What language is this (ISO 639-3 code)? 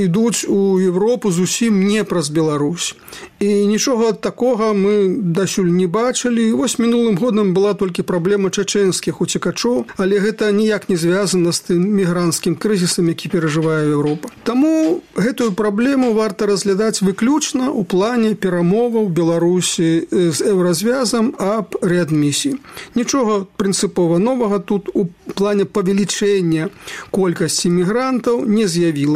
bel